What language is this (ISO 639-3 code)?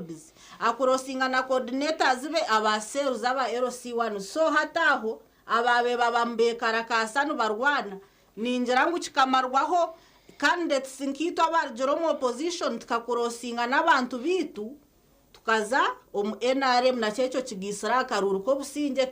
nyn